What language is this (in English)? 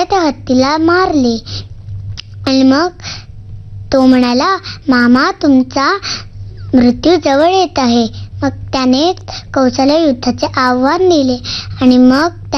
Marathi